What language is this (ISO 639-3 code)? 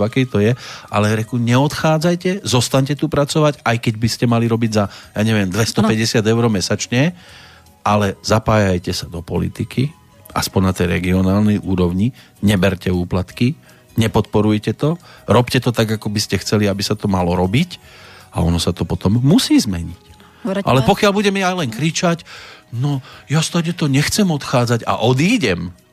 slk